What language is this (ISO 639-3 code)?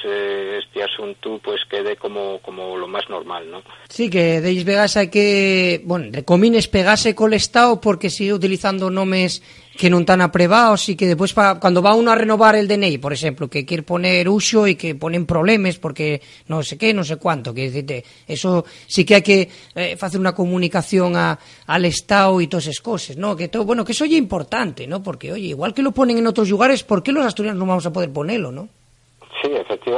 ast